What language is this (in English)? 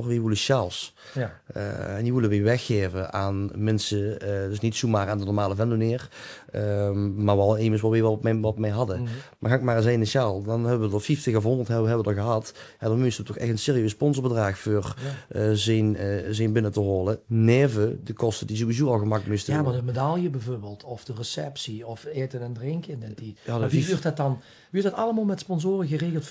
Limburgish